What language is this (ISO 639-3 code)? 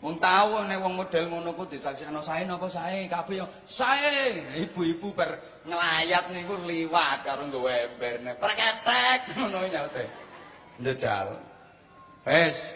jav